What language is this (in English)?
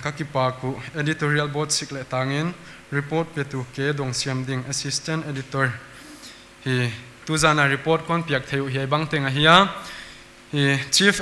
Paite Chin